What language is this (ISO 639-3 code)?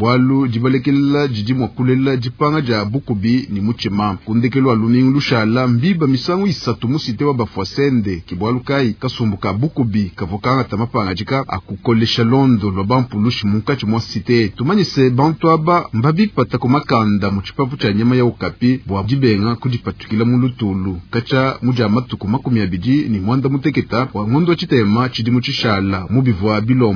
lua